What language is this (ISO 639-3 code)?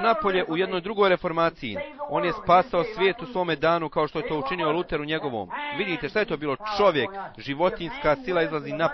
bos